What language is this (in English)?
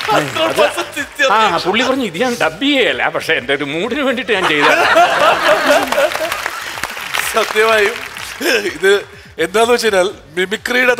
Malayalam